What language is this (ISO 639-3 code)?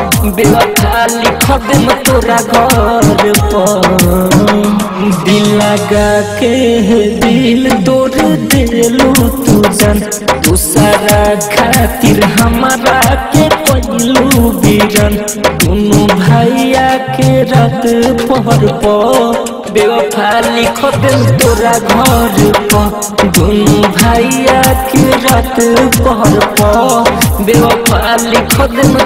bho